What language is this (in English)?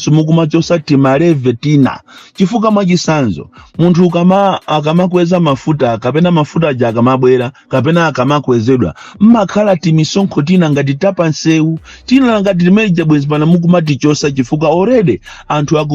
Nyanja